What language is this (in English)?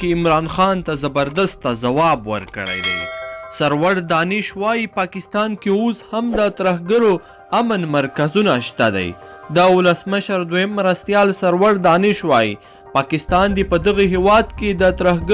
Pashto